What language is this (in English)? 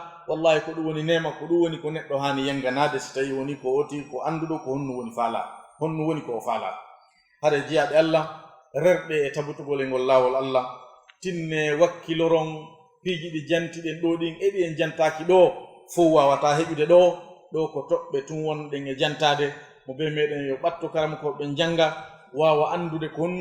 Fula